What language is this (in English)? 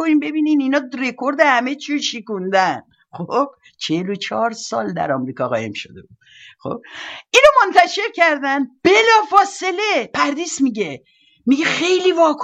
Persian